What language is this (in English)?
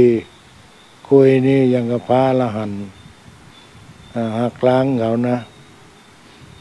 Thai